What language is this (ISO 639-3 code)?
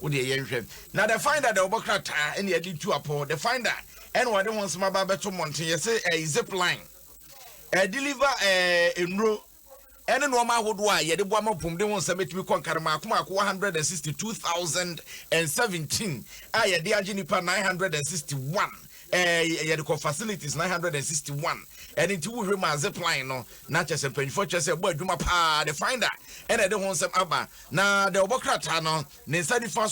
aka